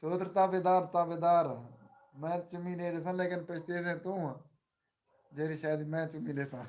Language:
Saraiki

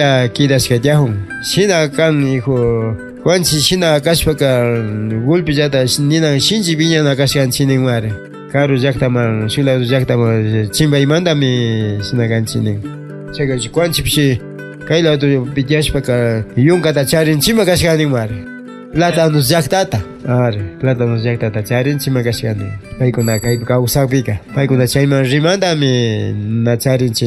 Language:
Imbabura Highland Quichua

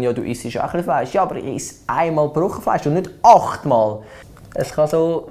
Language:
Swiss German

